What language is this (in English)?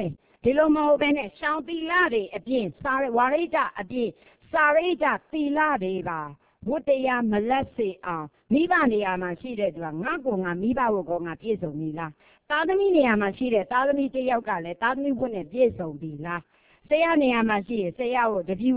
Burmese